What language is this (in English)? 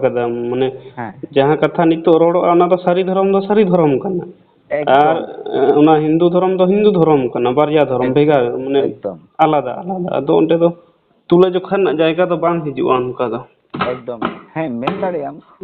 Santali